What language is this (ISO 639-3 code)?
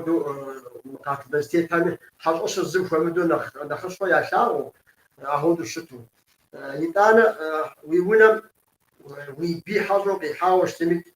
kbd